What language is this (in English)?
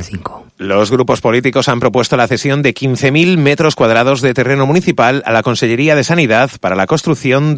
Spanish